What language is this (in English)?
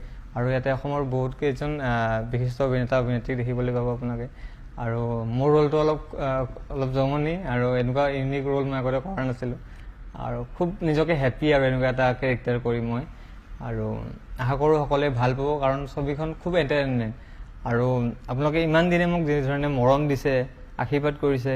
Assamese